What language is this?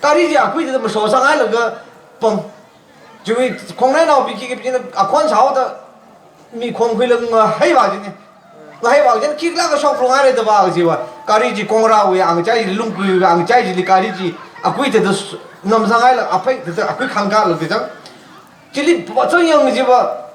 Tangkhul Naga (India)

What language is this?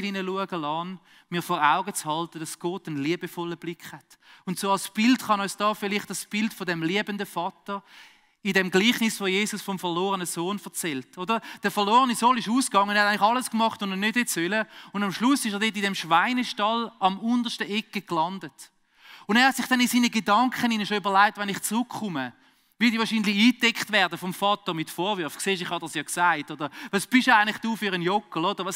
Swiss German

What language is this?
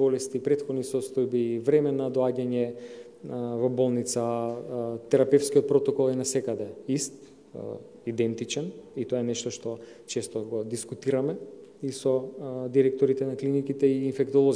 Macedonian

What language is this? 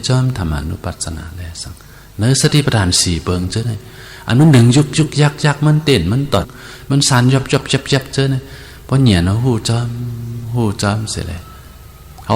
Shan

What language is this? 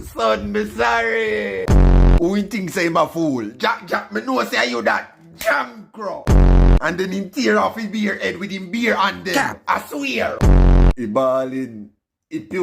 Jamaican Creole English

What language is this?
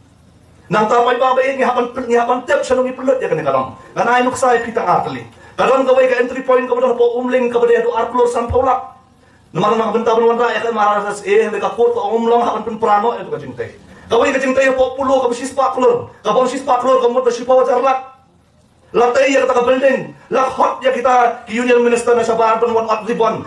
Khasi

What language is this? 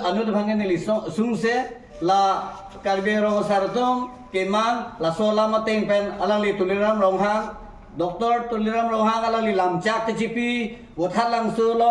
Karbi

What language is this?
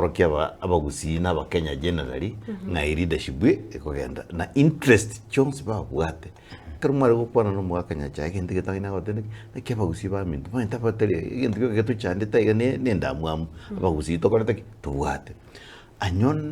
Gusii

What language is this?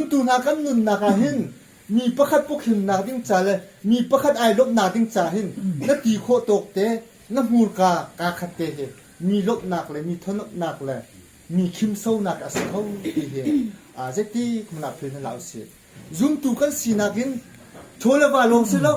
Hakha Chin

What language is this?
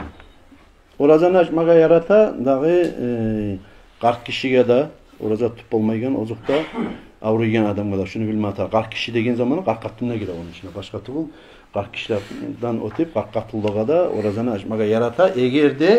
Kumyk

